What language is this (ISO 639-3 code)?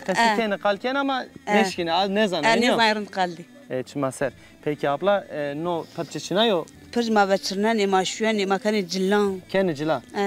zza